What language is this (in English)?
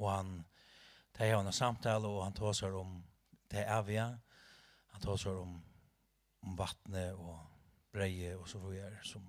Faroese